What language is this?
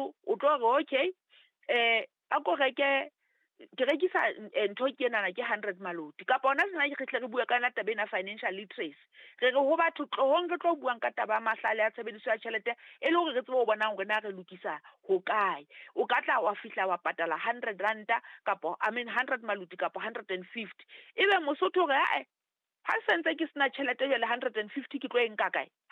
Southern Sotho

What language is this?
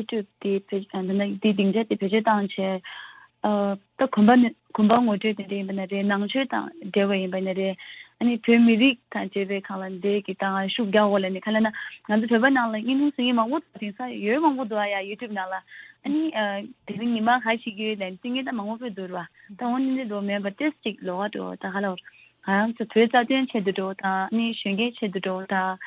Tibetan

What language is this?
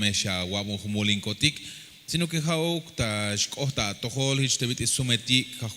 Tzeltal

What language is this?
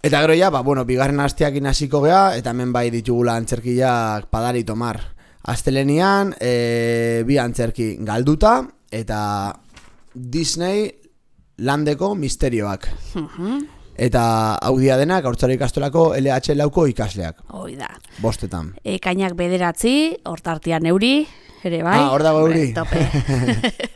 Basque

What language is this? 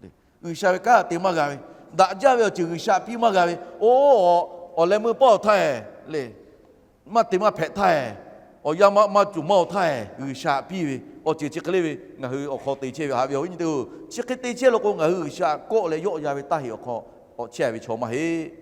Lahu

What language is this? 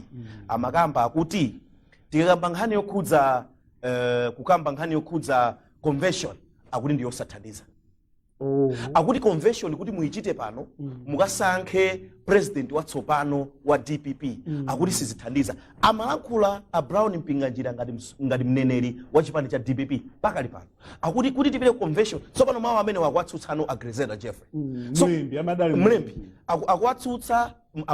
Nyanja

